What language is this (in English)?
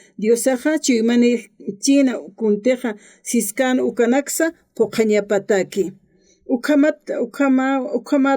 Aymara